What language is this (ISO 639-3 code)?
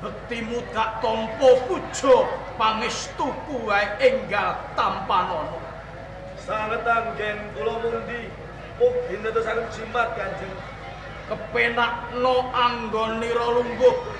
jav